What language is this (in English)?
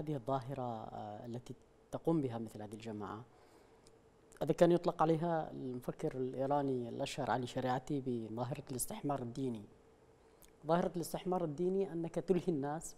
Arabic